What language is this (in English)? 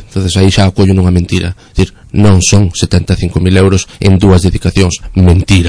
Galician